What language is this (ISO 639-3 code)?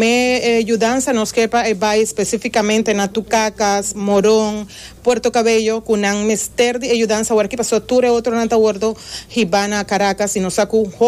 pap